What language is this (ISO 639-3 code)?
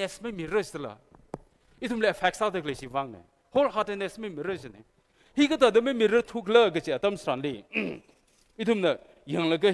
nmf